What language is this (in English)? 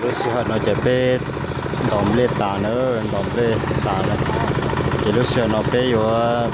Hmong